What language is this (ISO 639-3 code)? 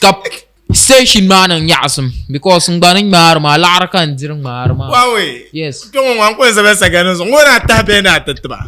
dag